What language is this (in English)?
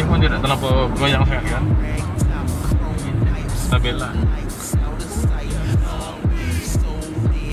Malay